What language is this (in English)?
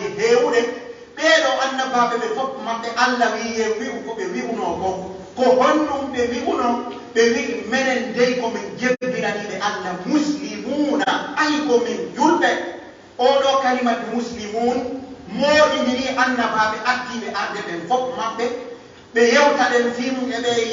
Pular